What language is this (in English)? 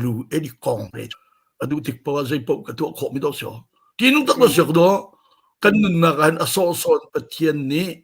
Hakha Chin